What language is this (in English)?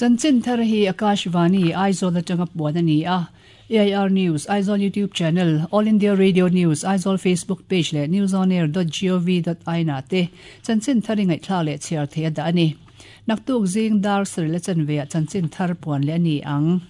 Mizo